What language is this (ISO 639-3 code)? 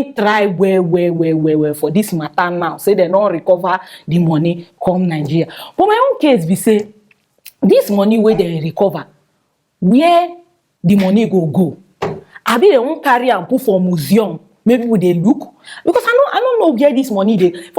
pcm